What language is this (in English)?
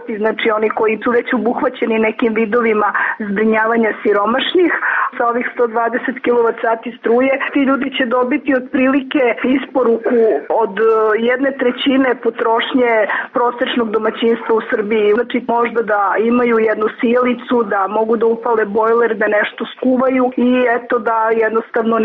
Serbian